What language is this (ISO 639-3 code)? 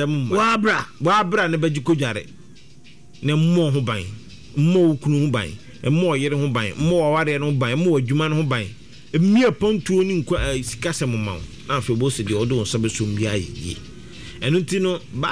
aka